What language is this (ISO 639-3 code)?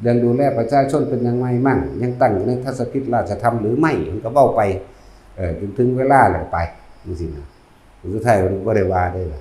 tts